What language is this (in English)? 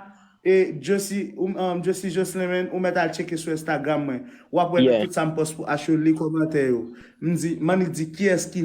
Haitian Creole